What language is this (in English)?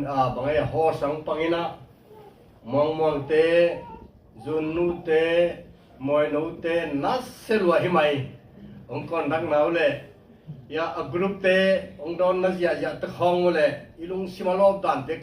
Tedim Chin